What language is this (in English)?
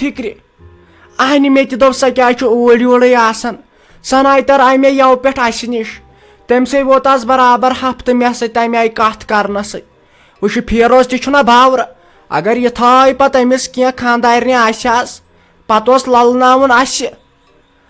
Kashmiri